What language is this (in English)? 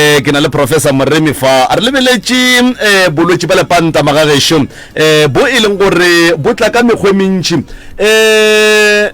Northern Sotho